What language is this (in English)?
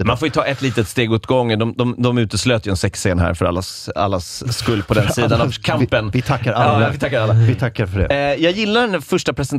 Swedish